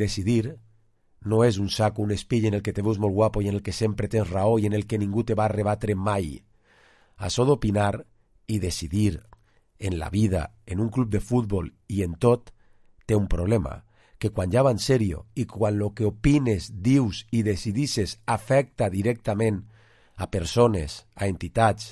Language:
Catalan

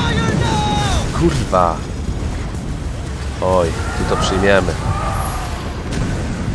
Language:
Polish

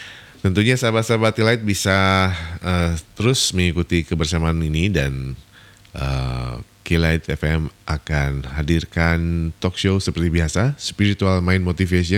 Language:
Indonesian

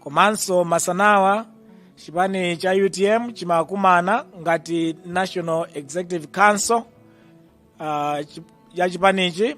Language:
Nyanja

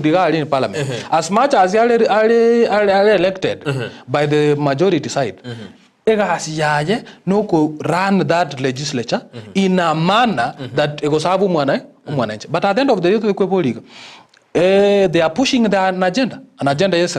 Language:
Gusii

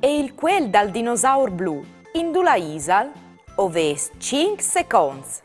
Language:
Friulian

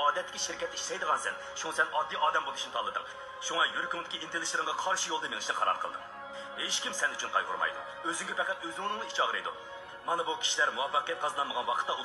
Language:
Uyghur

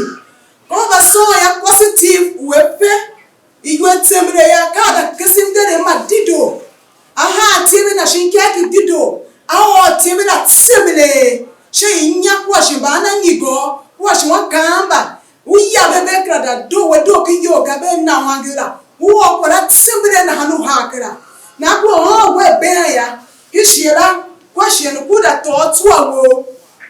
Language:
Tiv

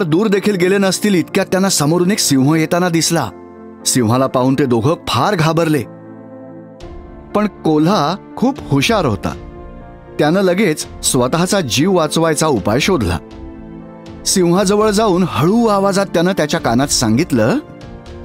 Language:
Marathi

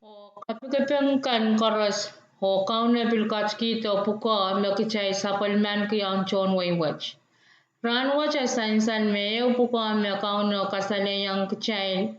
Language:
Pohnpeian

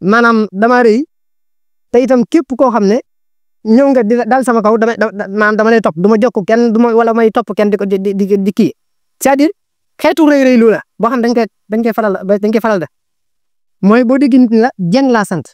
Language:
Wolof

